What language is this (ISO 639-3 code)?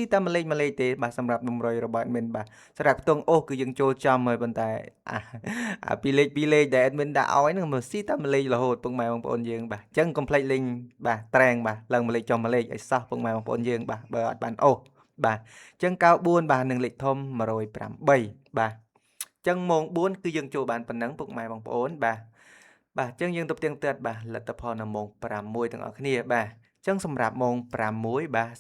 khm